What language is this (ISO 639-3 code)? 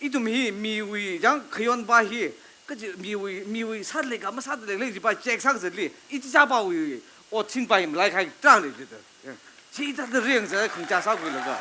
nmf